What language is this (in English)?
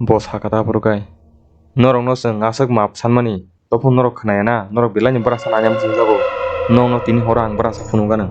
Kok Borok